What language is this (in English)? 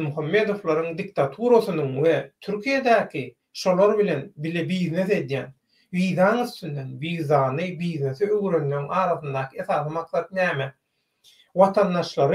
Turkmen